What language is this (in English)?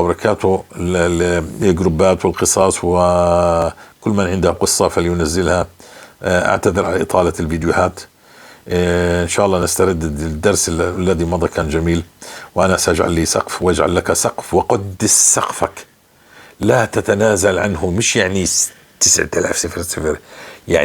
North Levantine Arabic